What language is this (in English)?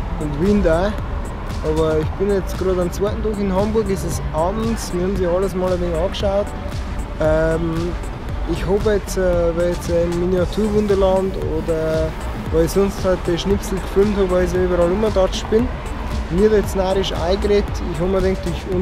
Bavarian